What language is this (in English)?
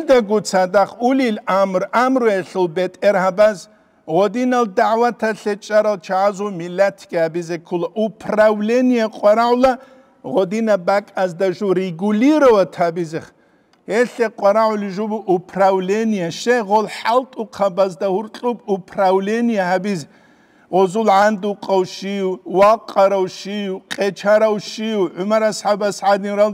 Avaric